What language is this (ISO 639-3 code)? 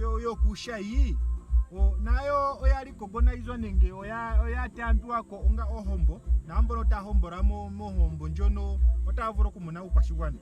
ndo